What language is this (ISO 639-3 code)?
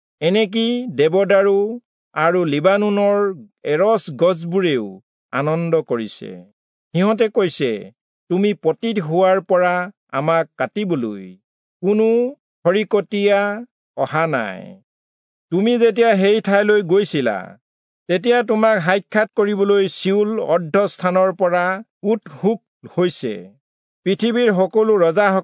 asm